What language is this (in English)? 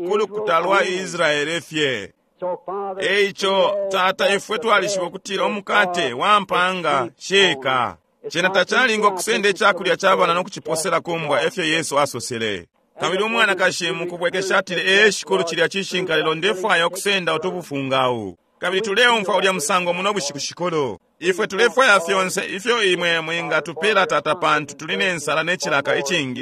Bemba